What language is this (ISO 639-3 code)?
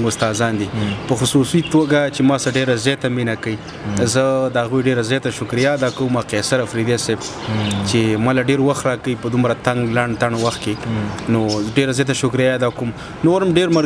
pus